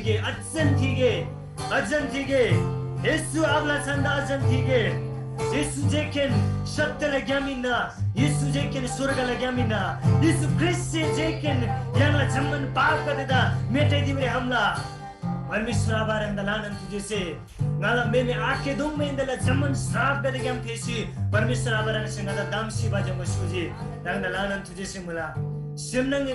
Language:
Eastern Tamang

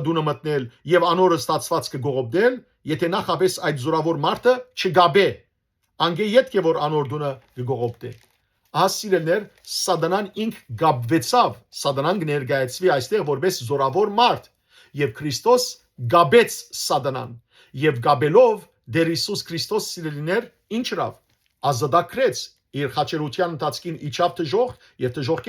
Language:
Western Armenian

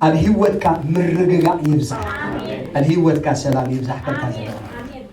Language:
Tigrinya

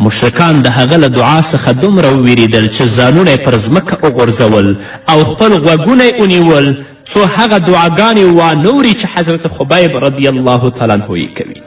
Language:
Pashto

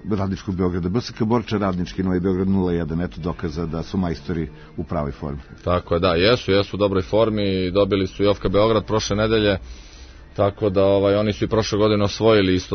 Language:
Serbian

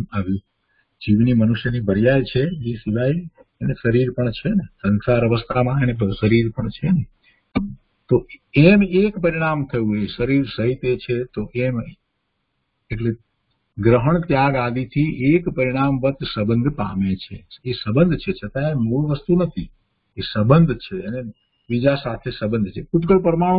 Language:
Gujarati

